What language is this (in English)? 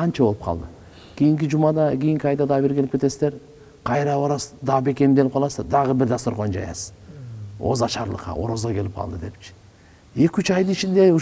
Kyrgyz